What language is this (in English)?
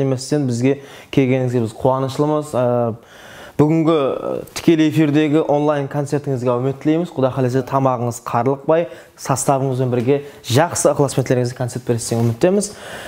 Kara-Kalpak